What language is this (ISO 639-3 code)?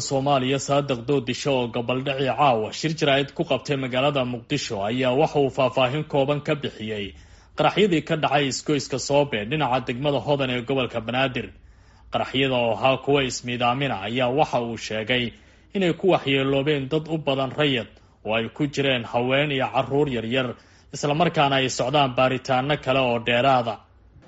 som